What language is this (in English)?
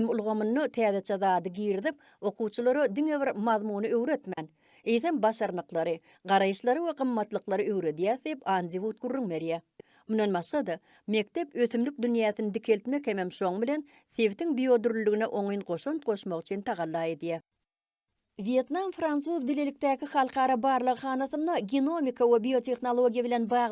Turkmen